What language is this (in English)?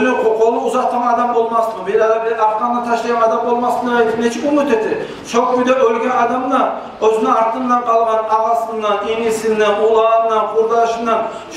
Kumyk